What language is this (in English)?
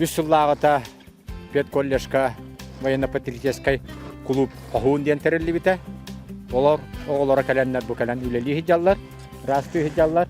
Yakut